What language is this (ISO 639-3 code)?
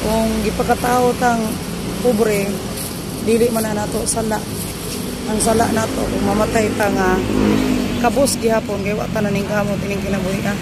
ceb